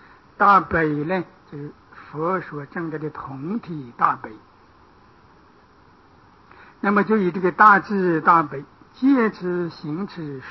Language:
Chinese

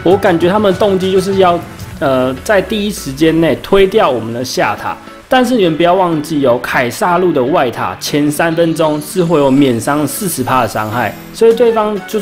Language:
Chinese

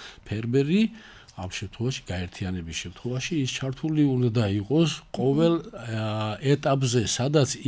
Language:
Georgian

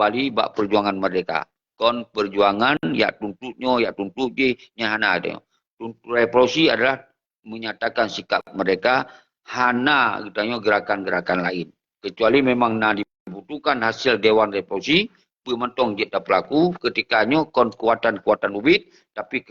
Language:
Achinese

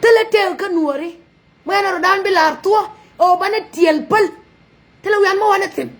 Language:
Nuer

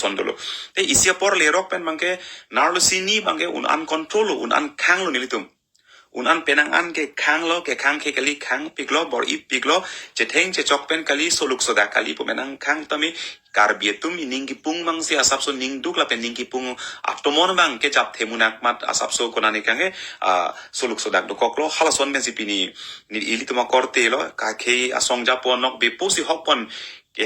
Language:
Karbi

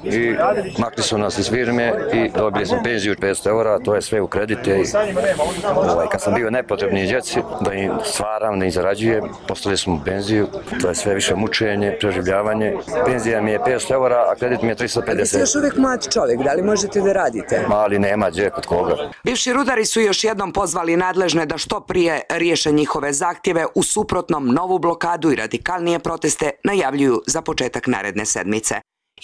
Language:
Bosnian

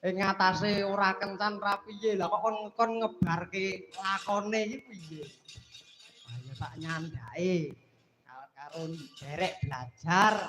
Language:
Javanese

